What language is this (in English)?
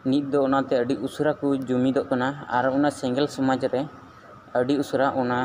Santali